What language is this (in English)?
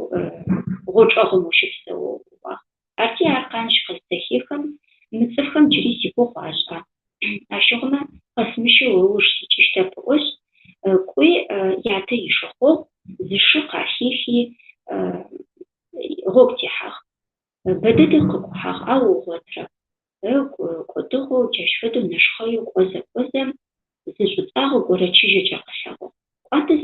Adyghe